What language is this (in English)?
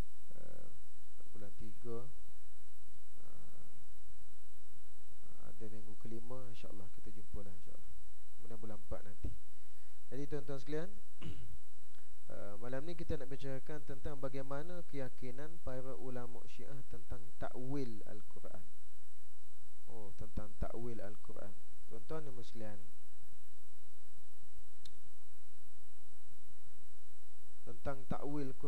Malay